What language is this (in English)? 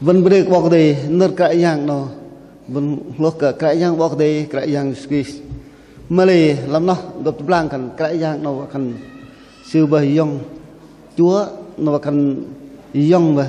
Bahnar